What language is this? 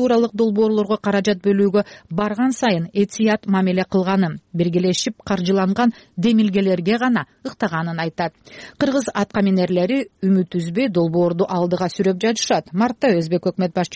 Kyrgyz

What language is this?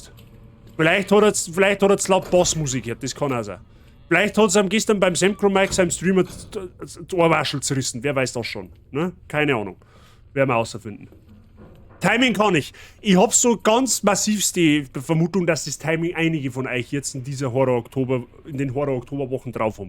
Bavarian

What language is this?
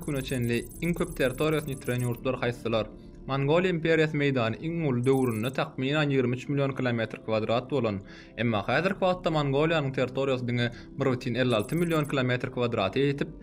Turkmen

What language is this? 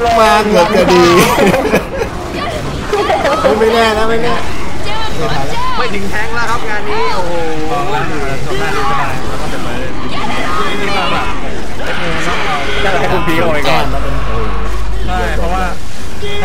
Thai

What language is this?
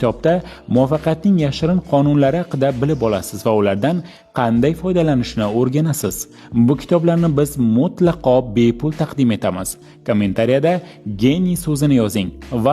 Uzbek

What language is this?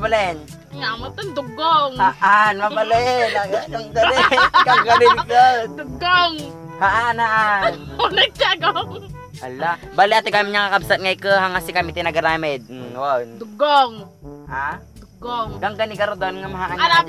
Iloko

